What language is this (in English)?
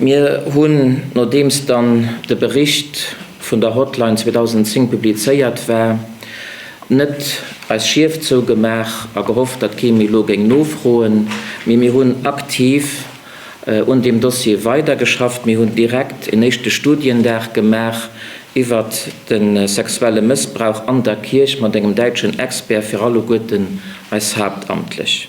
Luxembourgish